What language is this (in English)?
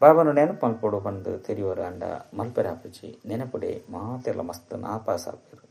Tulu